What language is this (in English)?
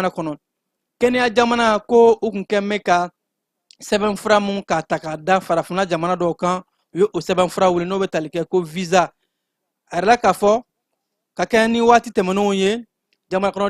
Bambara